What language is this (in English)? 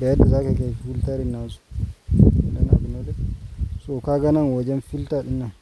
Hausa